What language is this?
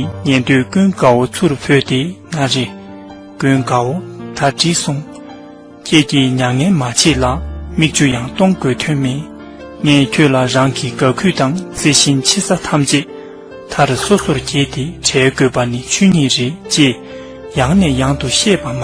Tibetan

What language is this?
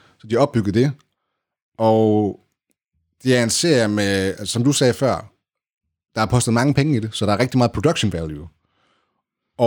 Danish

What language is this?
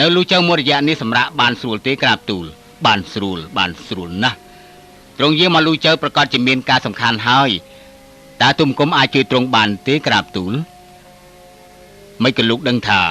Khmer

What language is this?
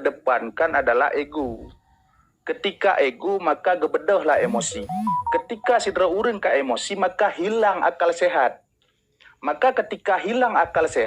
Achinese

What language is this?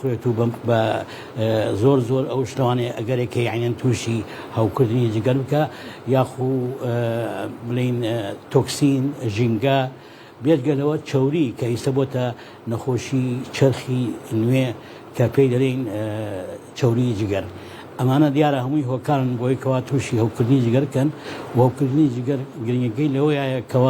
Central Kurdish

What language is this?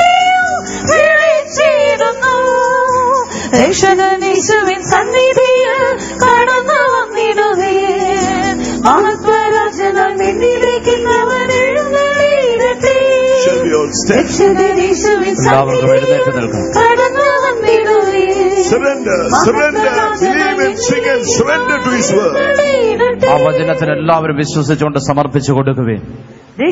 Malayalam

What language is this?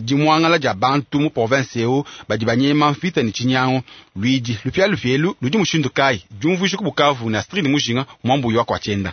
Luba-Lulua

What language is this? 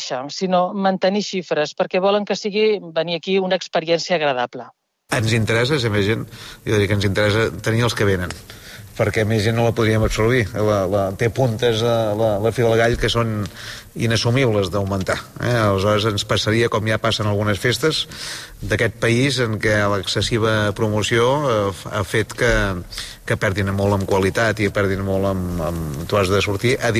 Catalan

